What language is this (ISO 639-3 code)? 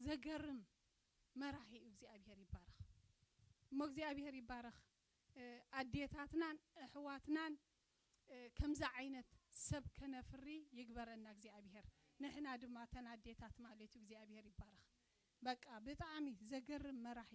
tir